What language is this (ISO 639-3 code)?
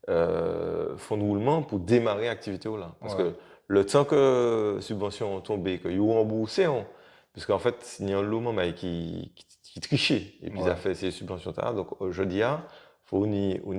gcf